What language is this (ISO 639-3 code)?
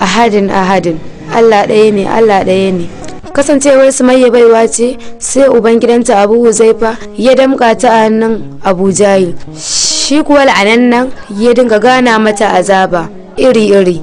hau